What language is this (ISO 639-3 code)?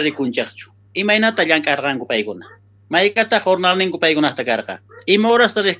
quh